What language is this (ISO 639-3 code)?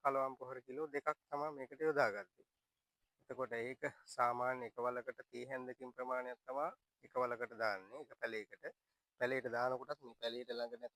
sin